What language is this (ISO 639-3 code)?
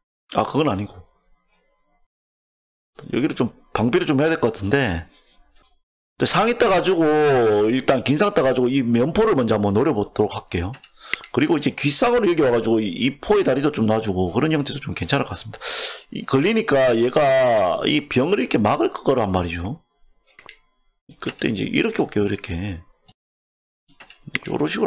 kor